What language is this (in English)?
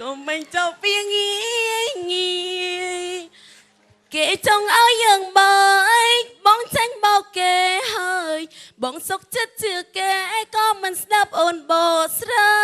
Khmer